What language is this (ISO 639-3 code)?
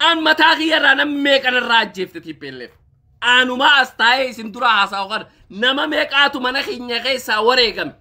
orm